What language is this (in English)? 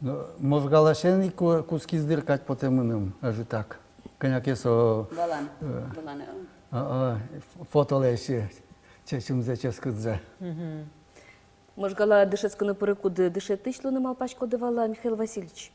Udmurt